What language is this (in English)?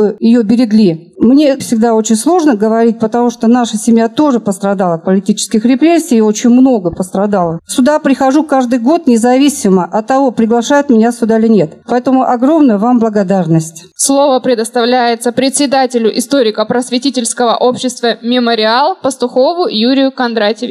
Russian